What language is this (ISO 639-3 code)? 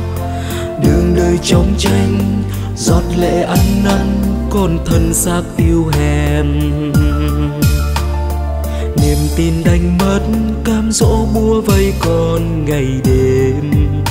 vie